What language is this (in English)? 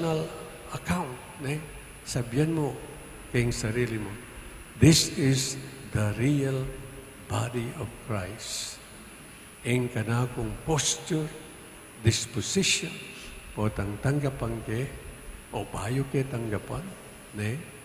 Pampanga